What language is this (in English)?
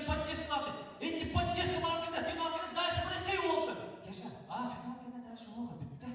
Yakut